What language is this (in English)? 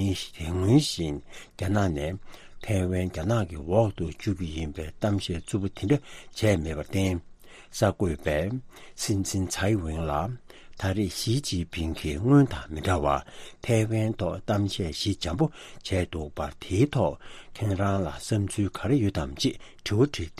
Tibetan